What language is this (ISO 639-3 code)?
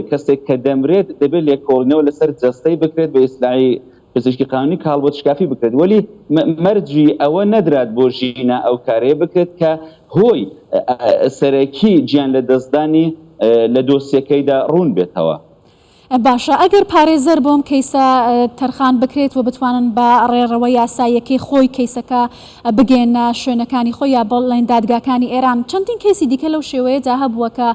ckb